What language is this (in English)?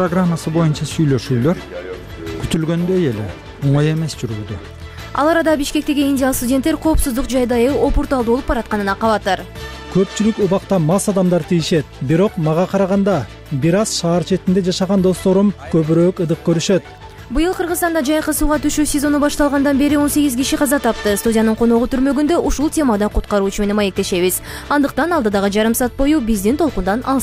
Kyrgyz